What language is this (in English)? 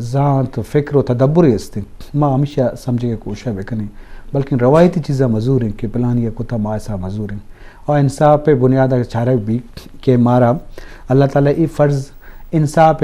Eastern Balochi